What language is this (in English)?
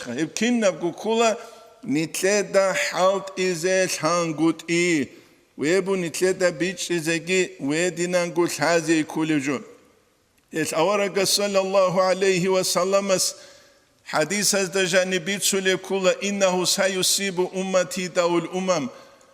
Avaric